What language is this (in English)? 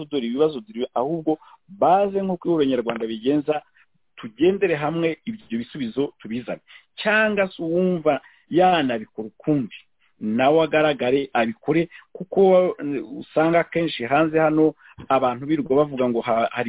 Kinyarwanda